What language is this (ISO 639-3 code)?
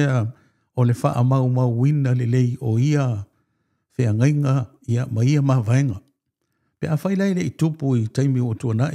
smo